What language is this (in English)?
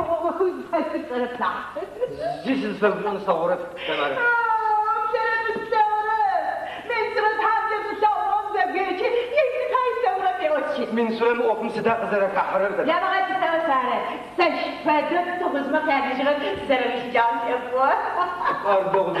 Adyghe